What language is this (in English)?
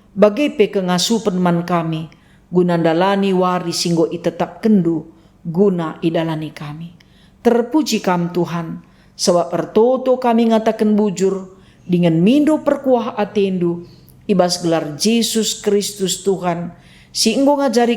Batak Karo